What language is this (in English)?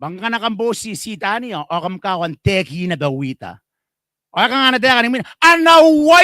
Gilbertese